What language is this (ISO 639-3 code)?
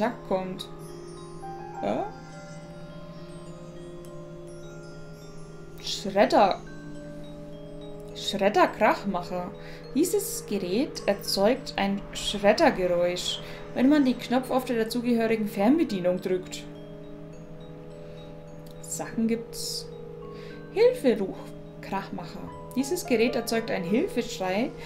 deu